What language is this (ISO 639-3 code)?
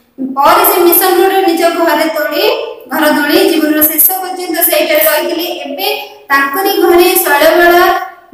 ori